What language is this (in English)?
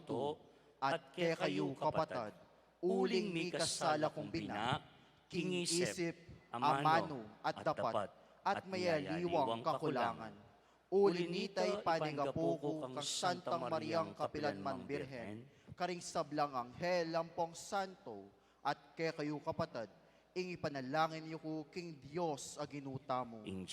Pampanga